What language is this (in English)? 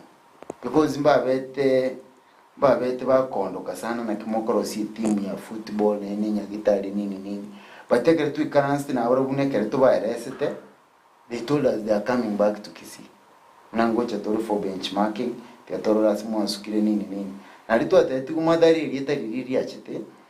Gusii